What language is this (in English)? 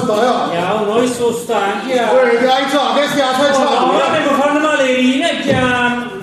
Neapolitan